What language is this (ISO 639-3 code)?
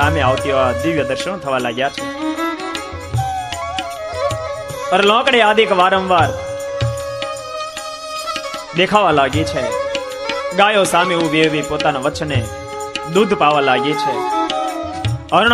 guj